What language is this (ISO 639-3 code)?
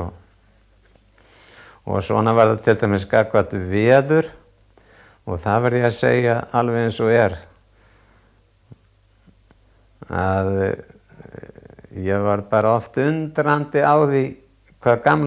isl